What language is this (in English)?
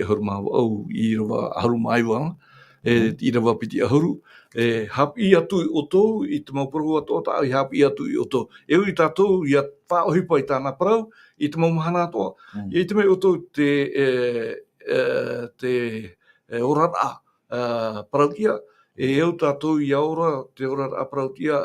Tahitian